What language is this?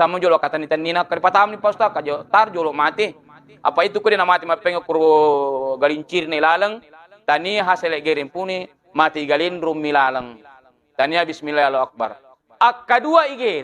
Buginese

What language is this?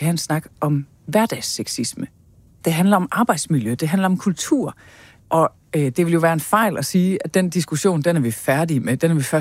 Danish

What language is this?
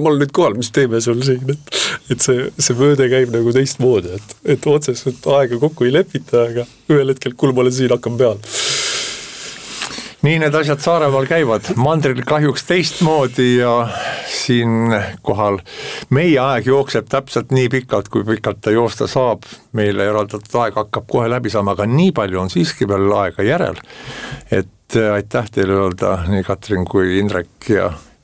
Estonian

